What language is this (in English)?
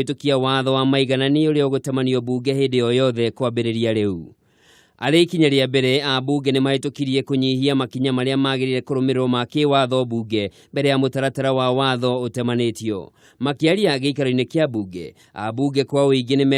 Kikuyu